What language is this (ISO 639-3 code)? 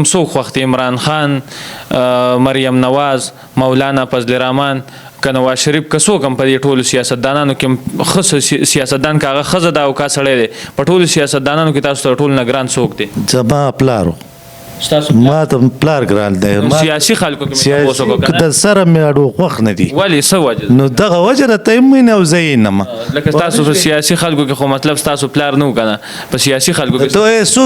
pus